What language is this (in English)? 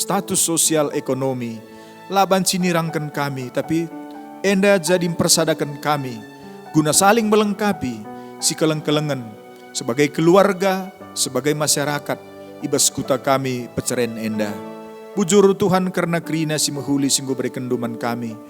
Batak Karo